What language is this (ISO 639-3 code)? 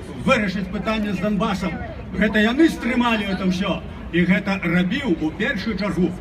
bel